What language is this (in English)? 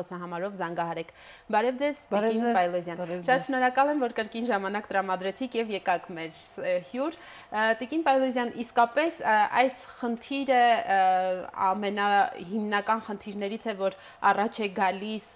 Armenian